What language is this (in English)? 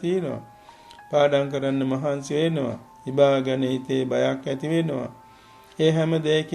Sinhala